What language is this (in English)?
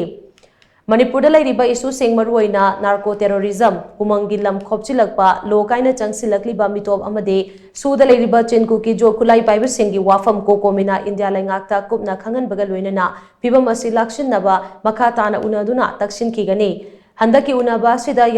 Manipuri